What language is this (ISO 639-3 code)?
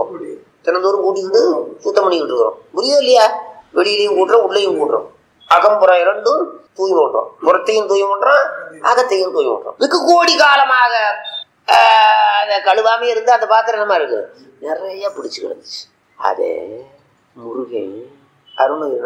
tam